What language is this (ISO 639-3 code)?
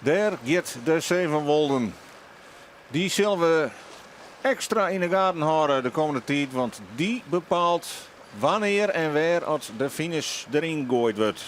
fry